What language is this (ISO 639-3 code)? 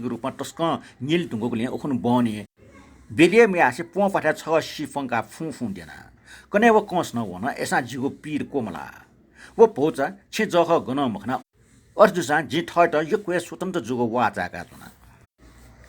new